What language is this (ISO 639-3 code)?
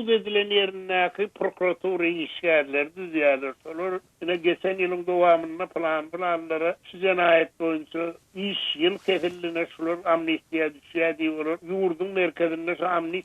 tuk